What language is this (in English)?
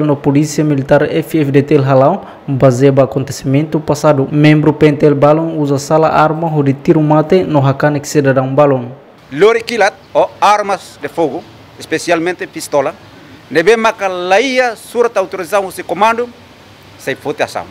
Tetum